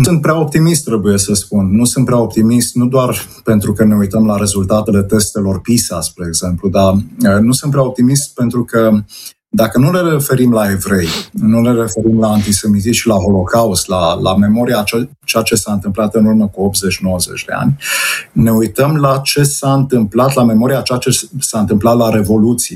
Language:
Romanian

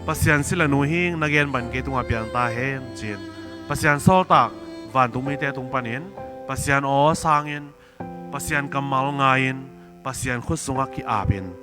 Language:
Tedim Chin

